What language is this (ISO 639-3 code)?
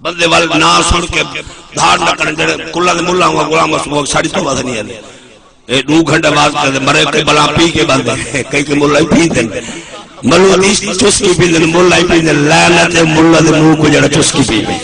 skr